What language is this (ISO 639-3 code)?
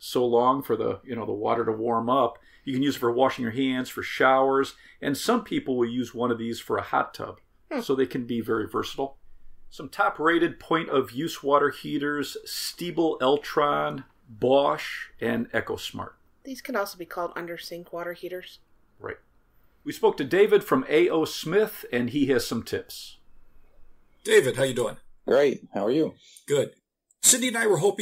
eng